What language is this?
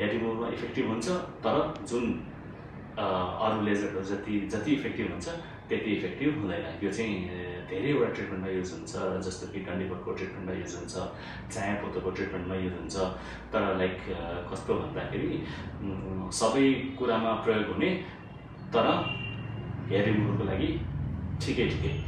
Nepali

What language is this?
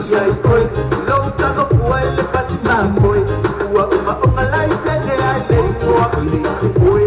Samoan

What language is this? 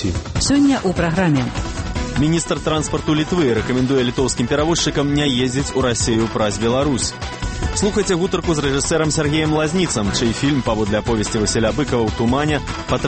Belarusian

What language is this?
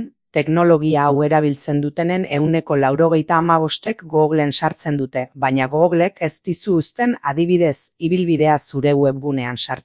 Basque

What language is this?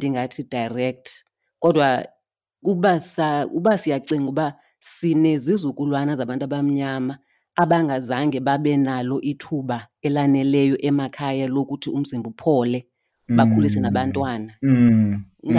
Xhosa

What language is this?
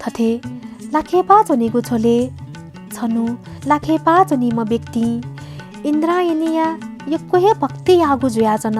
Newari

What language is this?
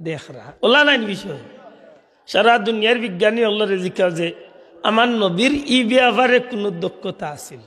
Sylheti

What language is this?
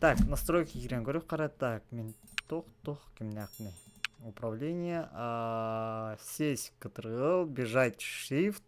Yakut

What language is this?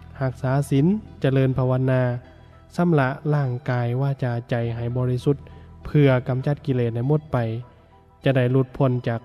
Lao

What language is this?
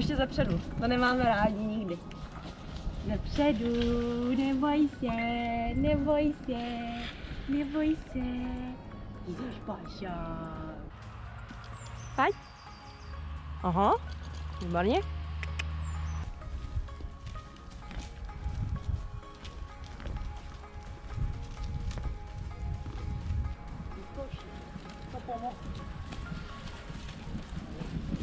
Czech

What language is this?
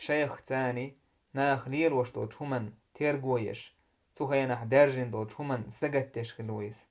Chechen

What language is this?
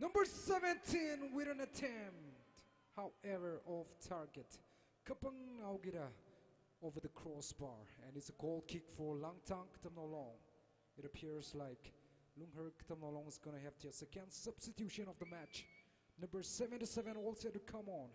Tangkhul Naga (India)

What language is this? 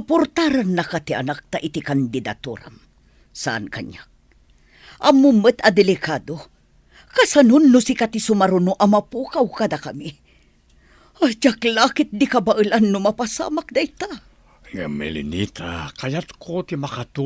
Iloko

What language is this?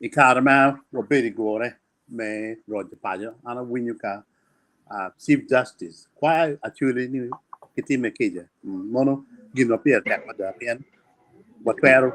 Acoli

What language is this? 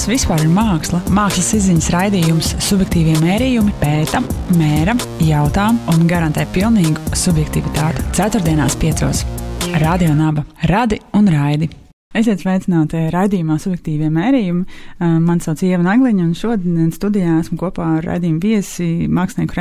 Latvian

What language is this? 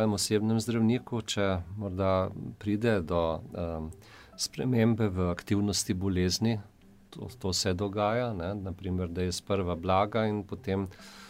Slovenian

